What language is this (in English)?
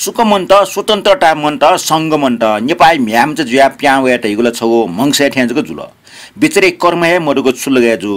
Newari